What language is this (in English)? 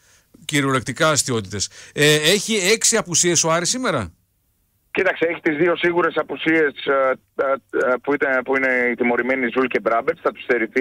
Greek